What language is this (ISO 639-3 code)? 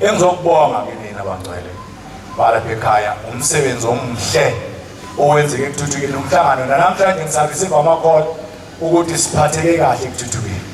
zul